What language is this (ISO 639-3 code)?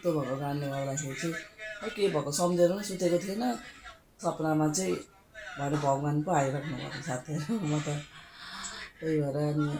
nep